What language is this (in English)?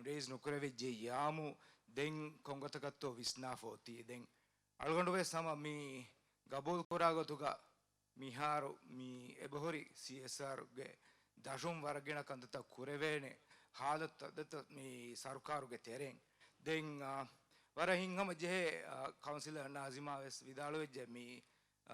Divehi